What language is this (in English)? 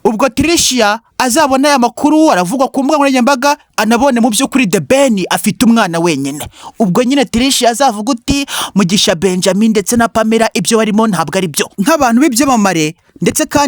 Kinyarwanda